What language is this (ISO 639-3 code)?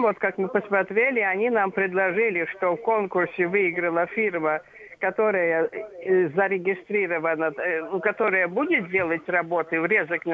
rus